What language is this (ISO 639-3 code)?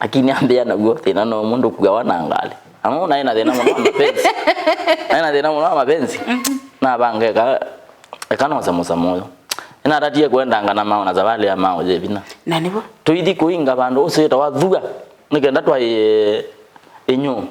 kam